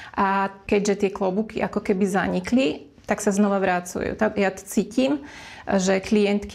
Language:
Slovak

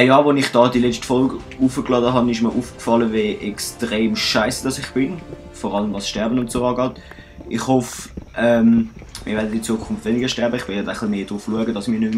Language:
Swiss German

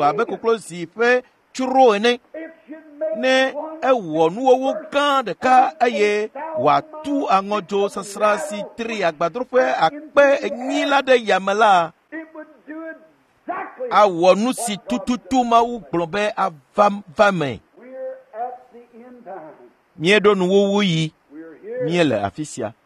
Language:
Ewe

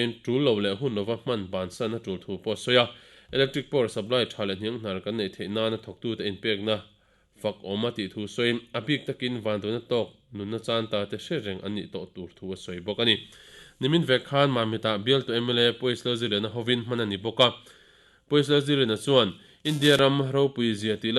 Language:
Mizo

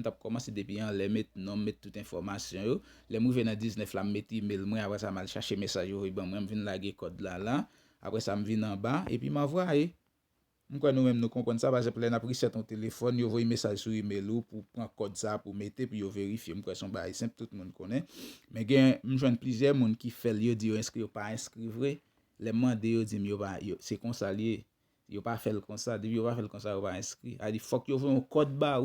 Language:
Haitian Creole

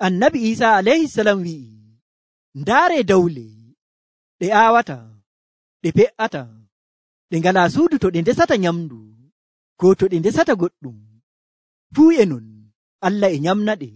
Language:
Nigerian Fulfulde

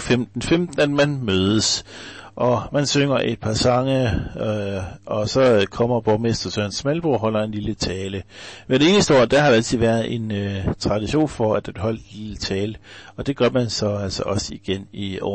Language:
Danish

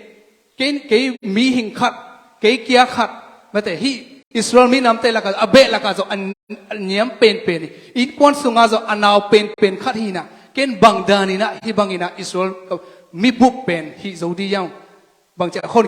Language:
Tedim Chin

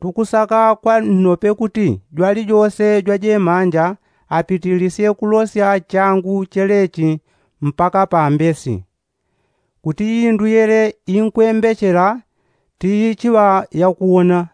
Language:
Yao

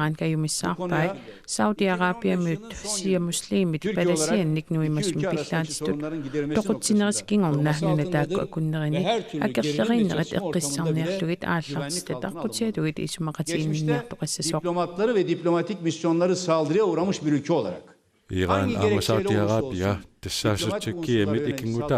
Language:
Kalaallisut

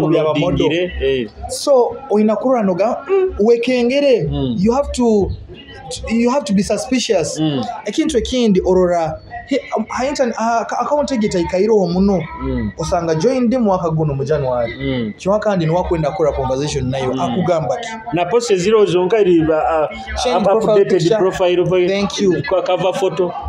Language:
Nyoro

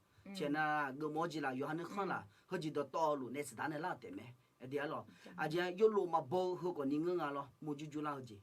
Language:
Akha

